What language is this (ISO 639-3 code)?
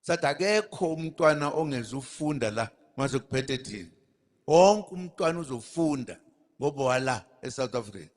zul